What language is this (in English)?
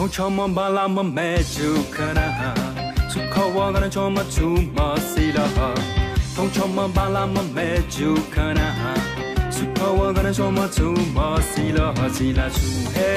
Newari